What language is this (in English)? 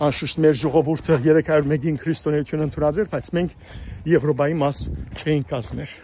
Western Armenian